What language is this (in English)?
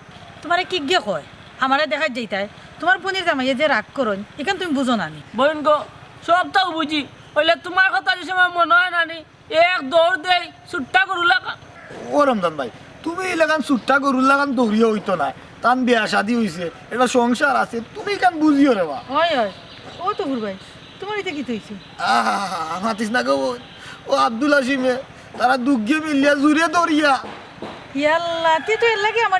Sylheti